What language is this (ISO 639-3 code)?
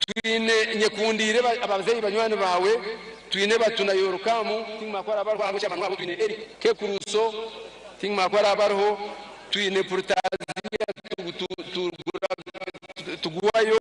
nyn